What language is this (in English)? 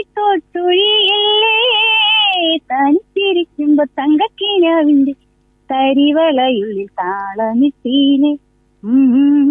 Malayalam